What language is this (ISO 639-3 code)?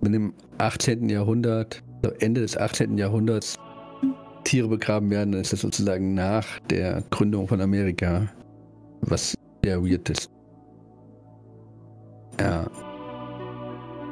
deu